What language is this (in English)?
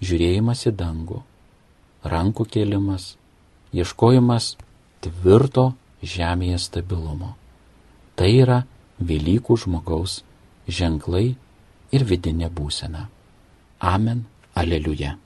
Lithuanian